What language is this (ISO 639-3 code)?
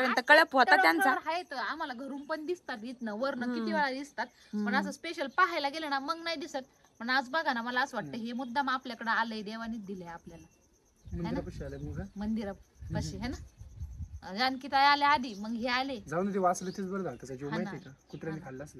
mar